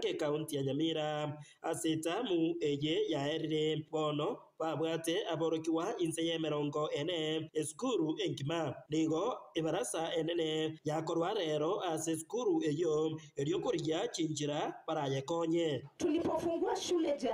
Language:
Gusii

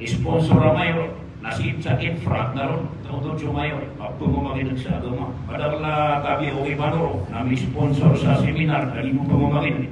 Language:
Maranao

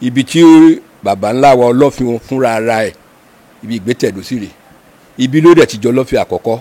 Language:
Yoruba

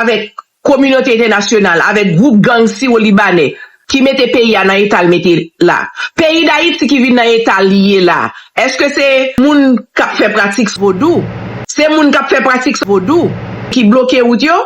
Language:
Haitian Creole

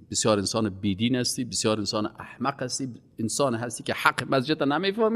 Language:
Persian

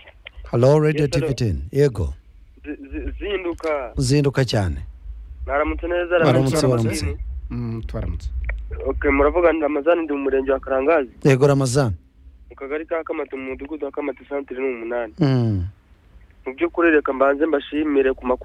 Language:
Kinyarwanda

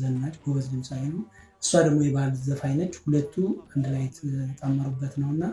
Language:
Amharic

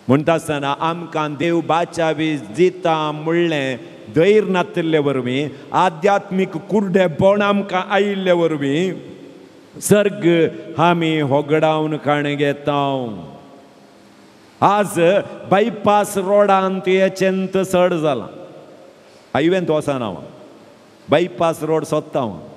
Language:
Konkani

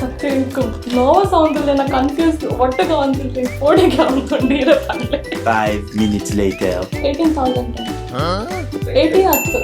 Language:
Tulu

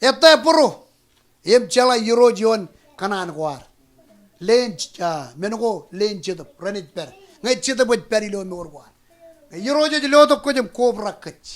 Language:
Marshallese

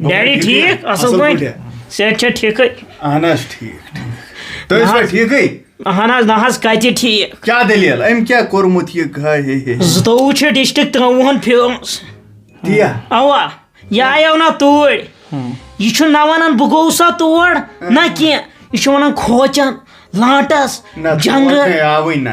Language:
Kashmiri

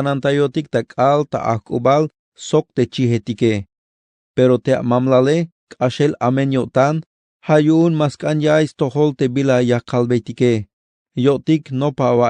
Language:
Tzeltal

